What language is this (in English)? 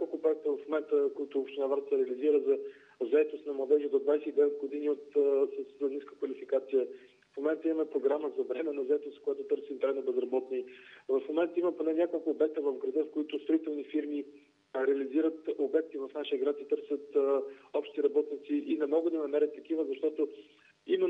Bulgarian